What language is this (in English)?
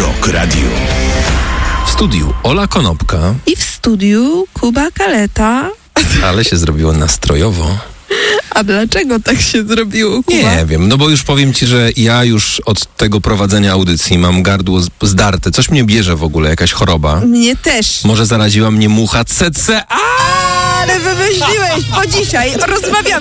Polish